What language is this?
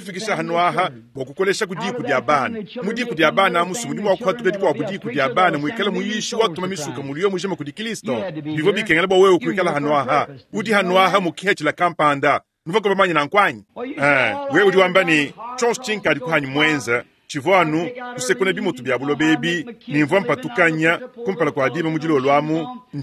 Luba-Lulua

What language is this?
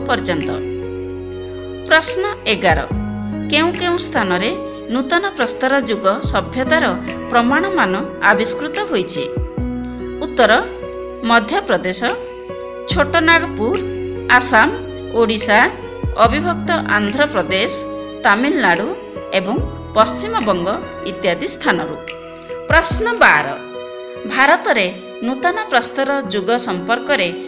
Odia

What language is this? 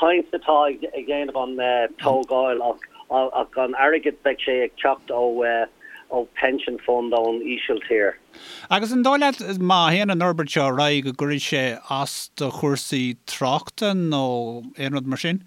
Irish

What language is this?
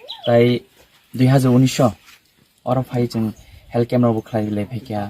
Kok Borok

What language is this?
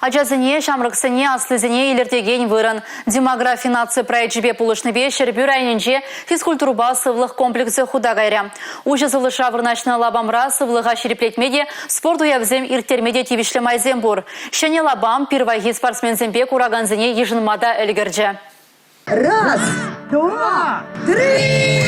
Chuvash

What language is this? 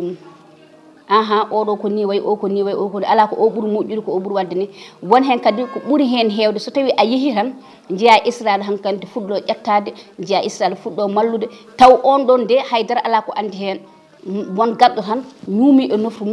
Fula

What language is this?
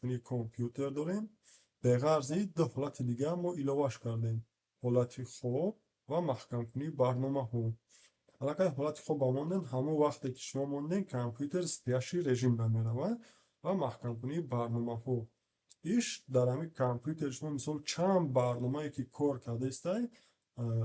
Tajik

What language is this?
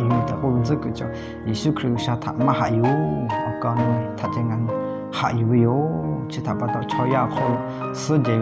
Lahu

